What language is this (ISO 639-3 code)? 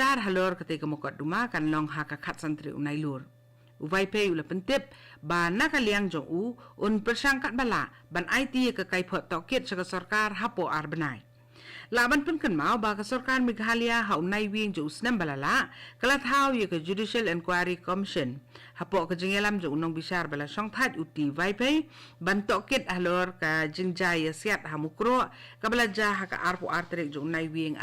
kha